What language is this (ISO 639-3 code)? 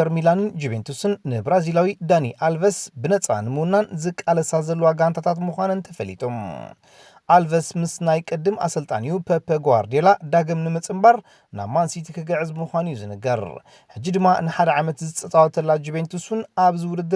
tir